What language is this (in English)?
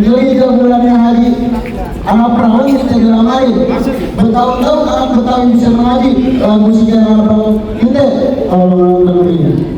Betawi